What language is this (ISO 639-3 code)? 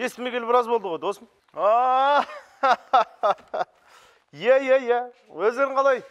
kaz